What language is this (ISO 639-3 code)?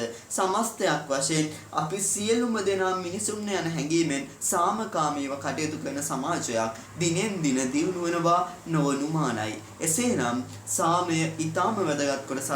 sin